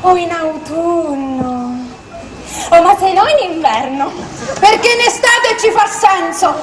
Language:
Sicilian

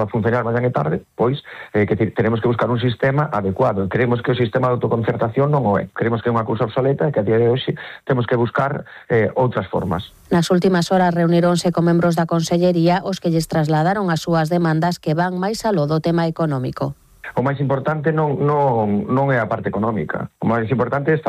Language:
Galician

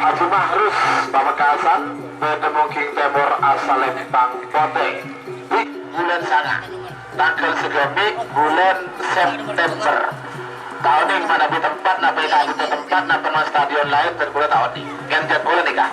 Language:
Madurese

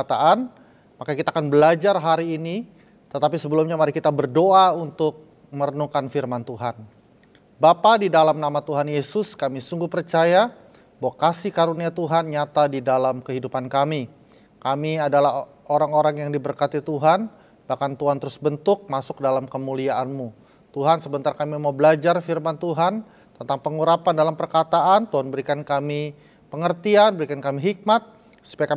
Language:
Indonesian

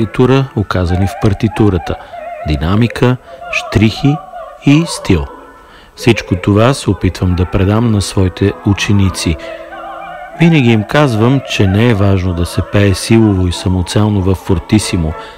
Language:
Bulgarian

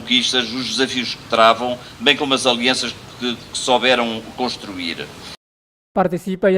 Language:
Tetum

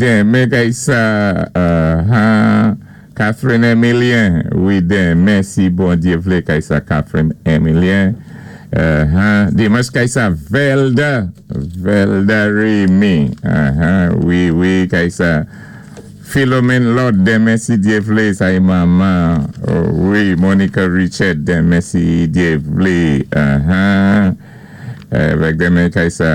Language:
Saint Lucian Creole French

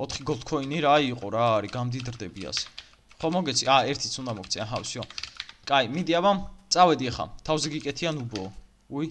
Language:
Georgian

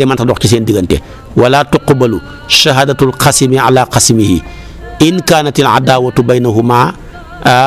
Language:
Wolof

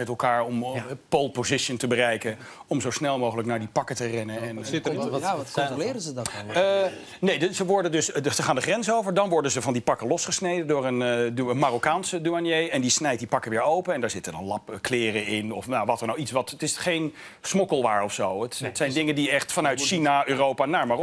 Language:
Dutch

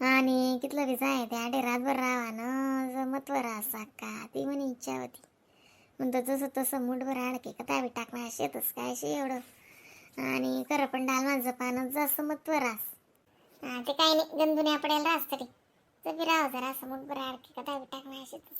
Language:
Khandesi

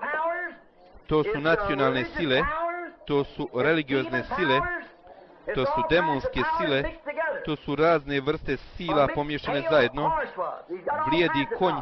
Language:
Bosnian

